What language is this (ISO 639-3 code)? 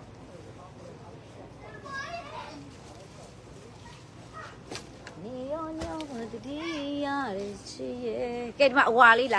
mya